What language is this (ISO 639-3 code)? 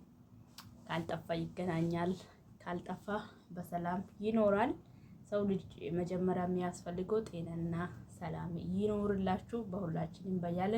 amh